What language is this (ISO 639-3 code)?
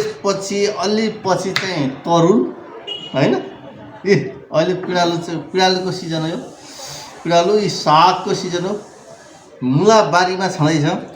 nep